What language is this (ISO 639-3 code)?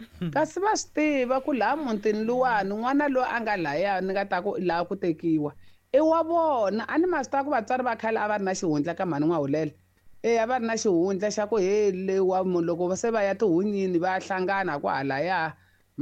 tso